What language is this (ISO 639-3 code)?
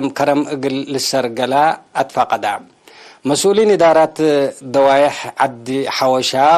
tig